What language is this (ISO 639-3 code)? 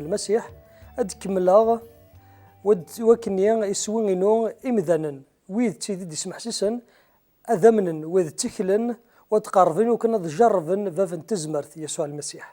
kab